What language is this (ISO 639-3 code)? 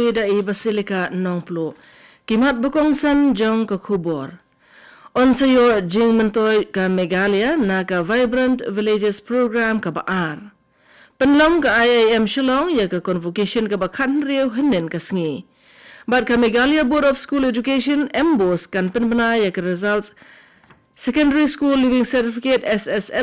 kha